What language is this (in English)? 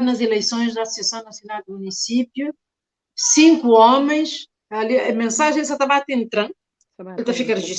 Kabuverdianu